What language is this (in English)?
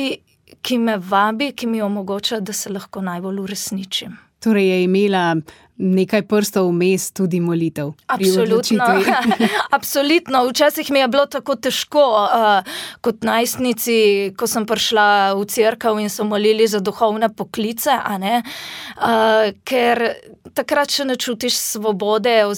Slovenian